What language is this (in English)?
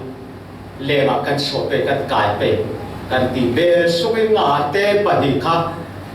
Falam Chin